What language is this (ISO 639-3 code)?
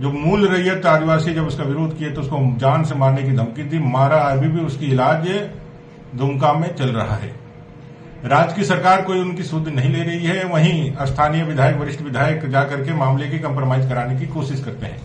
sat